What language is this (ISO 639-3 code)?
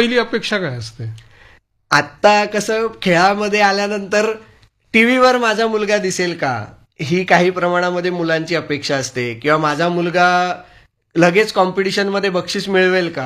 mar